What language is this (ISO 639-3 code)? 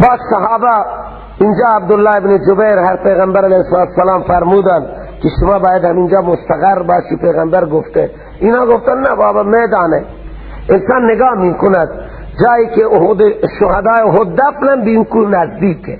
fas